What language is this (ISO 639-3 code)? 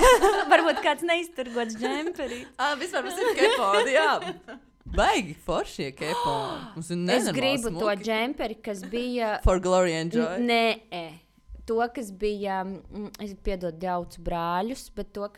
lav